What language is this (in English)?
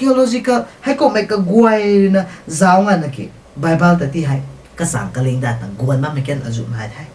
Rongmei Naga